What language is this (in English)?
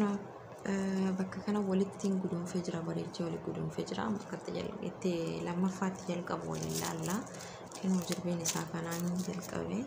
Oromo